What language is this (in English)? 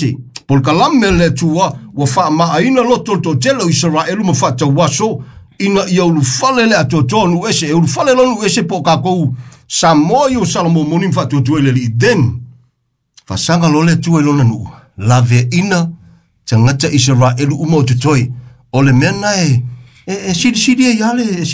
Samoan